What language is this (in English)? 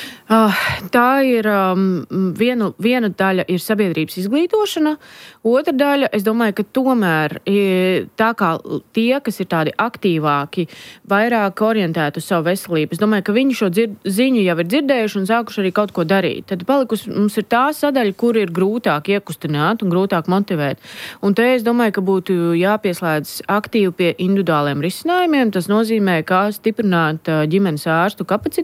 Latvian